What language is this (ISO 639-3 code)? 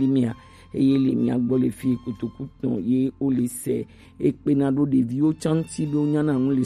gej